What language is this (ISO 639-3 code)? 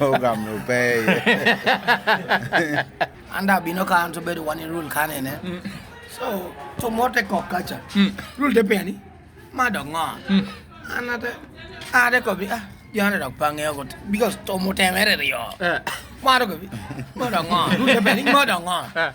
laj